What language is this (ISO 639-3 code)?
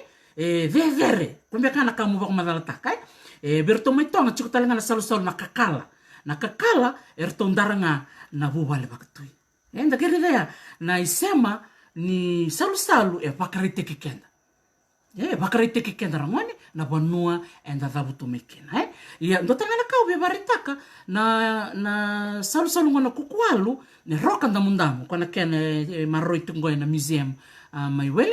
fij